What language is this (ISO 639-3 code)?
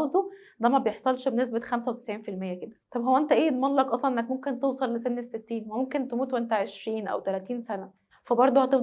arz